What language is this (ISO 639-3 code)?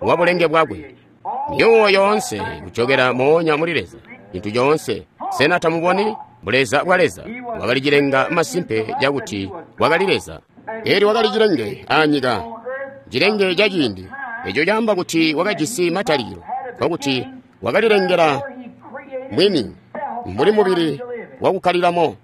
toi